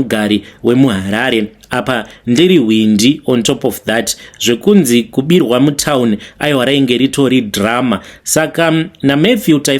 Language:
Shona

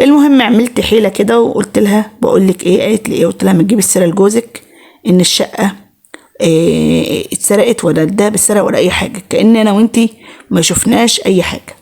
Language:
Egyptian Arabic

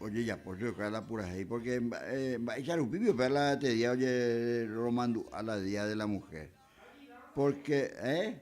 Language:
Guarani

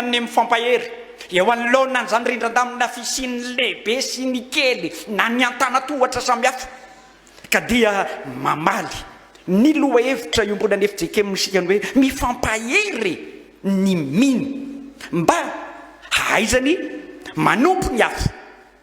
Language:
Malagasy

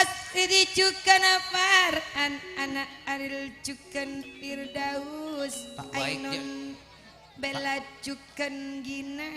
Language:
Madurese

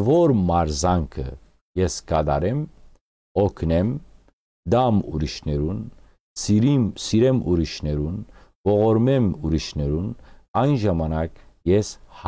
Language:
Western Armenian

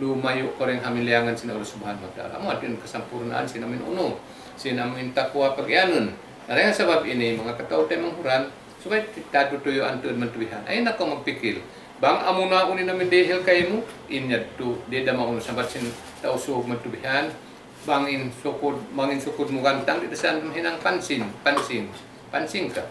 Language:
Tausug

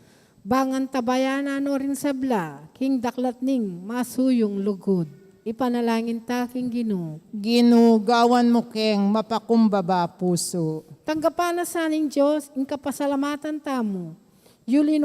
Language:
Pampanga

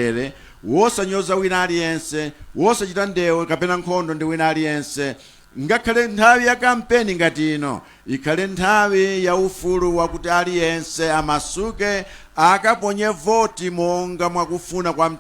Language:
Nyanja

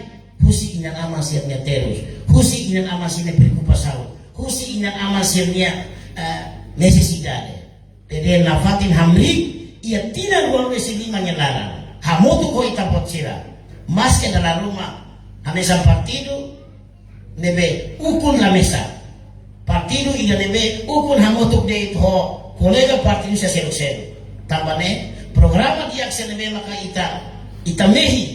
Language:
Tetum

